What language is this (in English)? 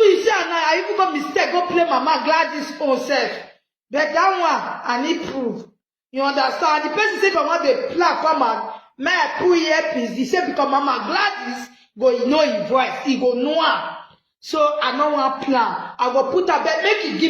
Nigerian Pidgin